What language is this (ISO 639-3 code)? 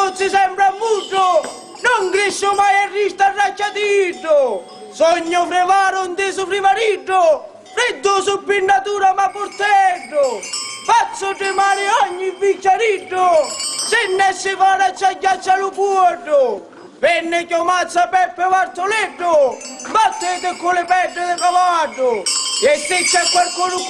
scn